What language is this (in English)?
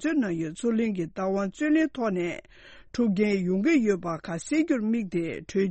Tibetan